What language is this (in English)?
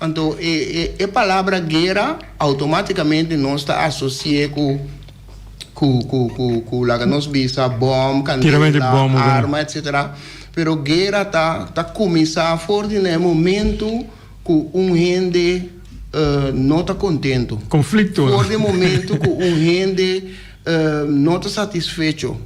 Papiamento